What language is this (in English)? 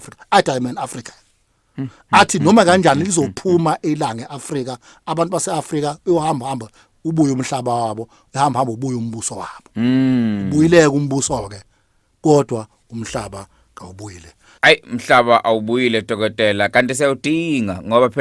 Zulu